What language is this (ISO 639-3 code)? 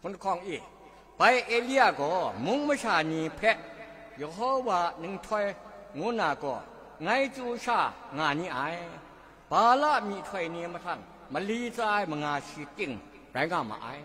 kac